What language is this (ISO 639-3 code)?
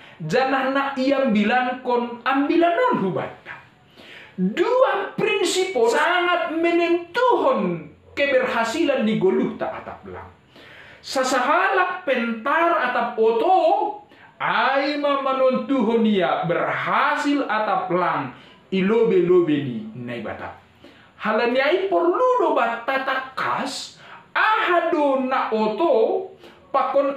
bts